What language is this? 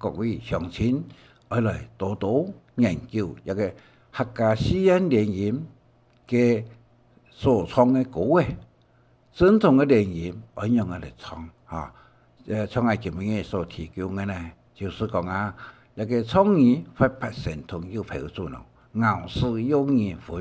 Hakka Chinese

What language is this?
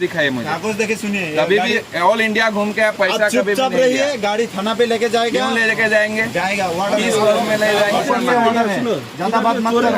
Naga Pidgin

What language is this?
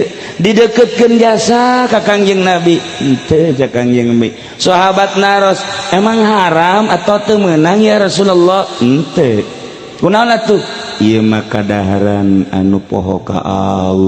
Sundanese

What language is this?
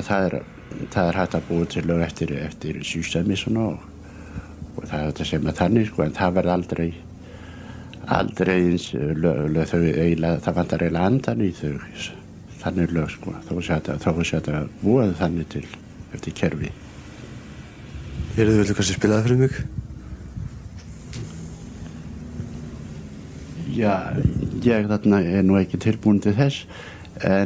Icelandic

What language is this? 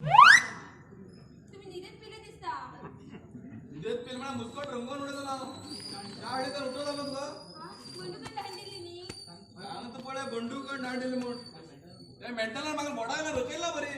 Konkani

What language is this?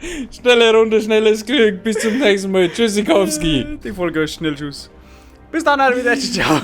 Bavarian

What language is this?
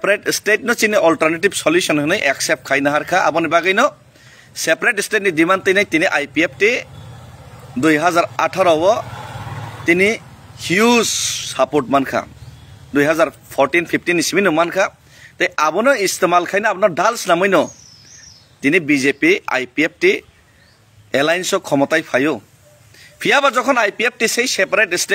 Kok Borok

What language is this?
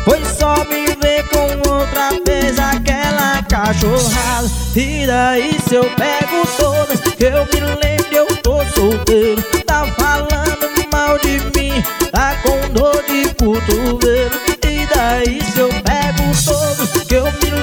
Portuguese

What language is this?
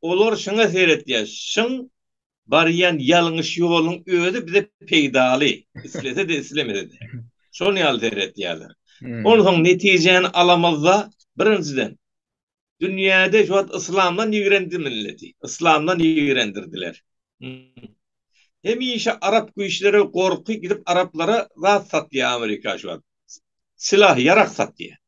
Turkmen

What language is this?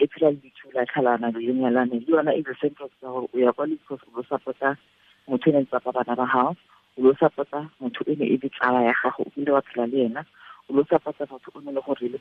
Tswana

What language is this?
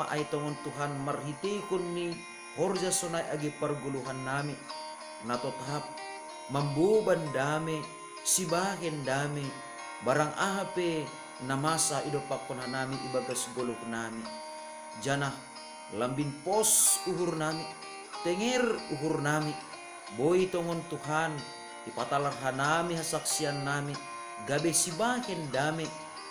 Batak Simalungun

